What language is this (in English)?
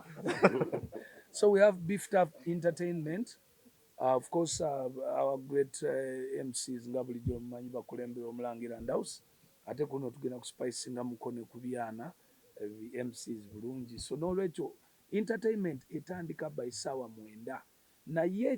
Ganda